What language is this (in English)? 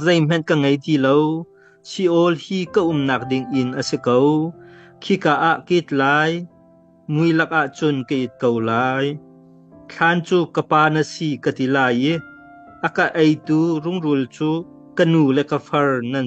Hakha Chin